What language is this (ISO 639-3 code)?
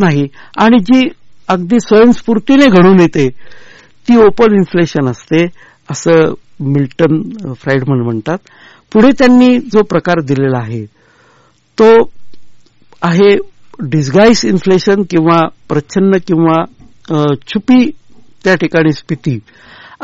mar